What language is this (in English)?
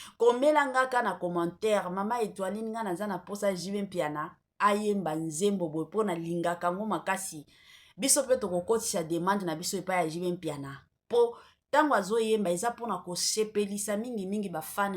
Lingala